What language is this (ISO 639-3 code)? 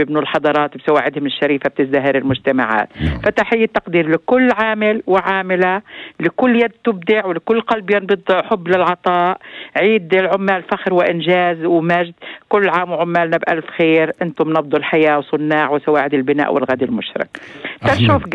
apc